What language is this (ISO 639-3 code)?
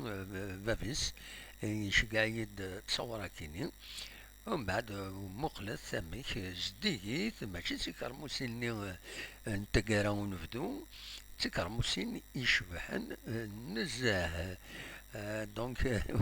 kab